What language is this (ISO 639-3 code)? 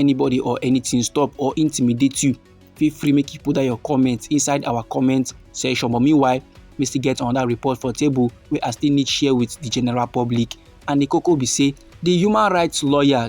pcm